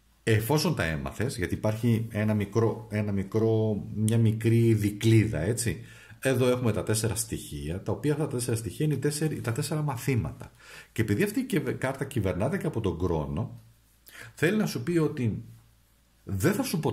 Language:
Greek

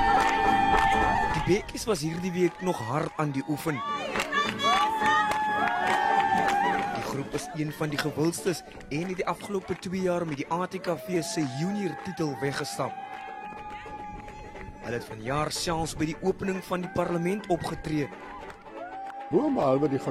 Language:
Afrikaans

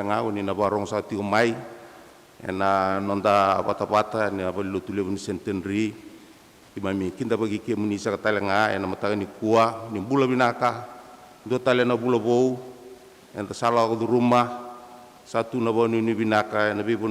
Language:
Fijian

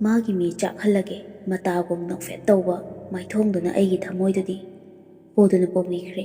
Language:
Manipuri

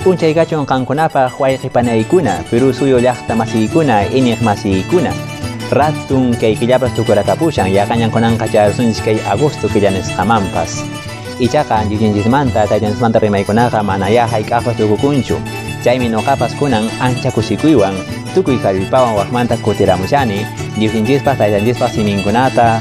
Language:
Quechua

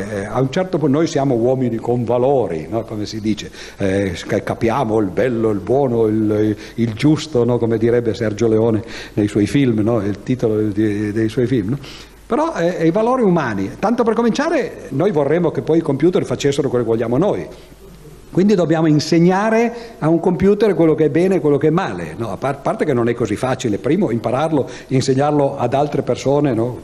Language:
Italian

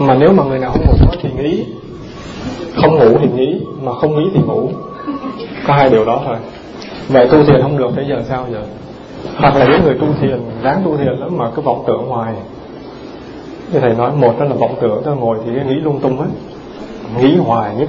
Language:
Vietnamese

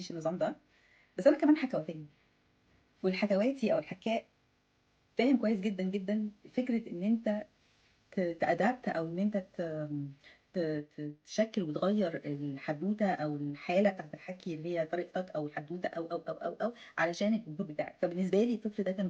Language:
Egyptian Arabic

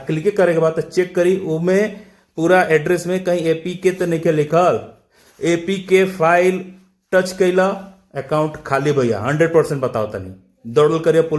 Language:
Bhojpuri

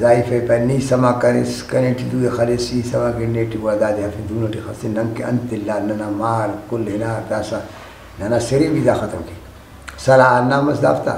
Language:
Brahui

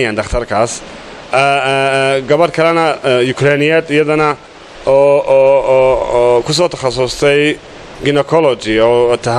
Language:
Somali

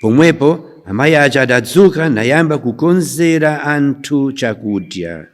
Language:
Nyanja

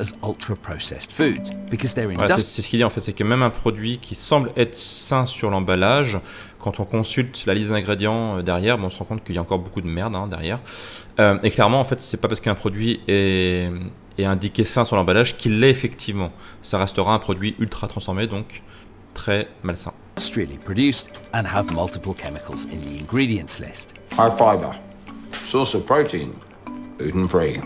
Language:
French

